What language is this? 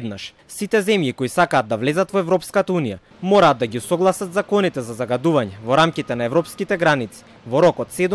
Macedonian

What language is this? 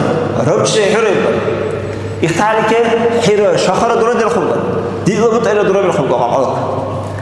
Dargwa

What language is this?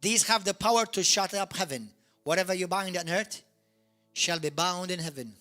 English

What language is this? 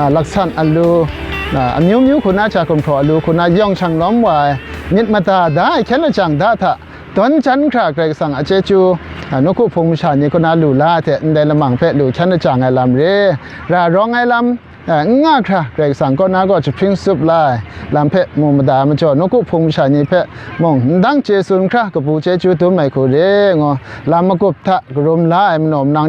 Kachin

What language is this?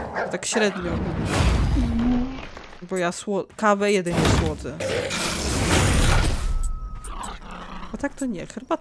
Polish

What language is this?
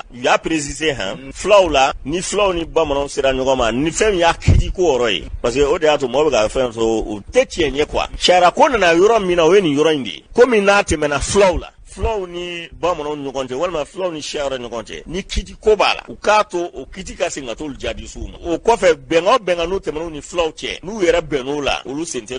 Bambara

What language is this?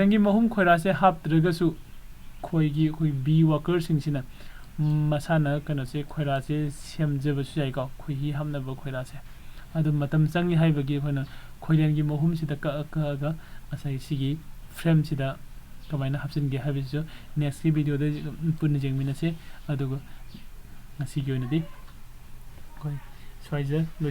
Manipuri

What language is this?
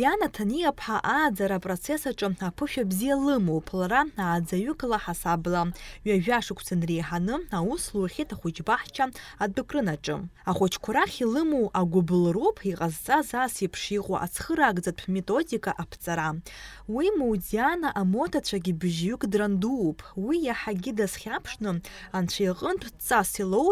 Abkhazian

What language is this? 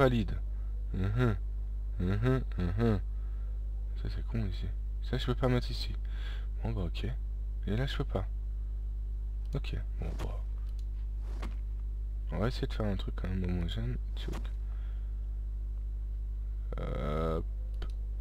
French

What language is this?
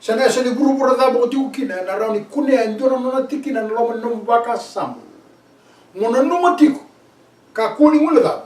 Fijian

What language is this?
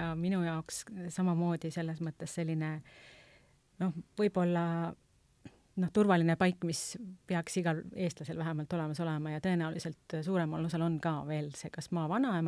Estonian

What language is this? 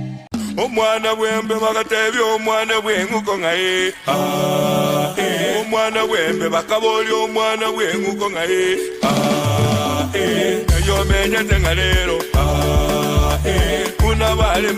Gusii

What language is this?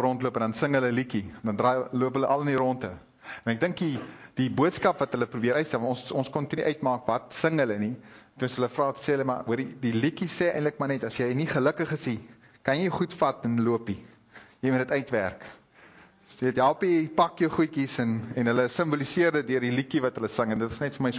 Afrikaans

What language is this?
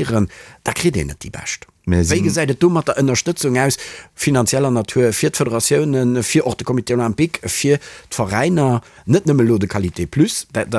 Luxembourgish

